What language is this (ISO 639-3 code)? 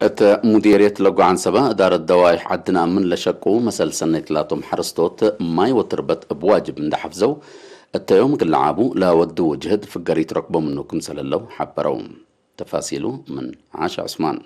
tig